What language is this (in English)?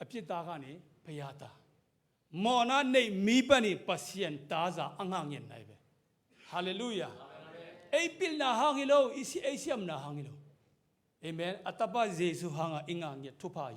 Tedim Chin